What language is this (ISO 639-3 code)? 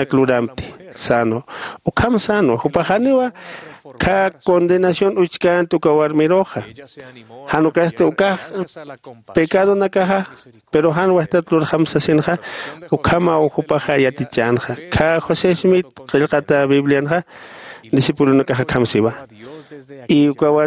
aym